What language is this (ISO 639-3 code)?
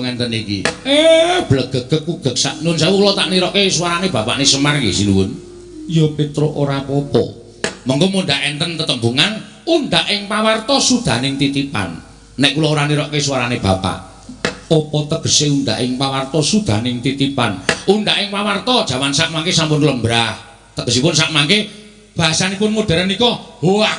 jav